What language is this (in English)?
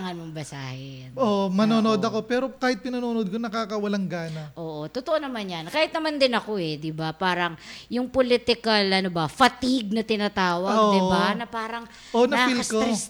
Filipino